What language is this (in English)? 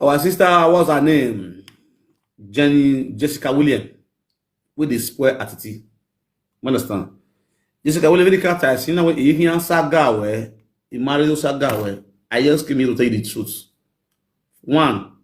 Nigerian Pidgin